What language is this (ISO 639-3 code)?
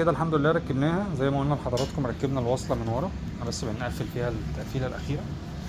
arz